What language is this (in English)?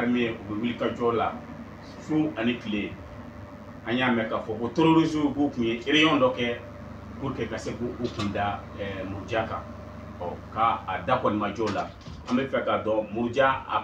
Bambara